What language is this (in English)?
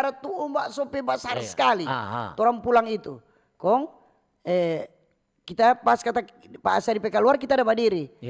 Manado Malay